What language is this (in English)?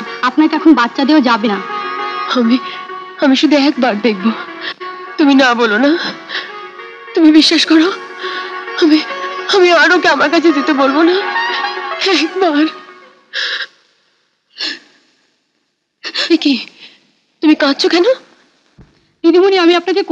Bangla